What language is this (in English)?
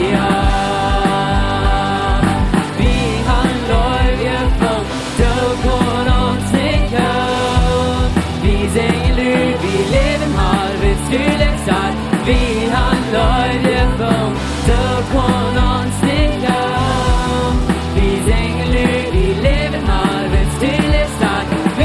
Plautdietsch